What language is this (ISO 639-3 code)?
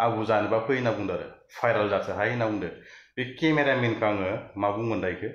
brx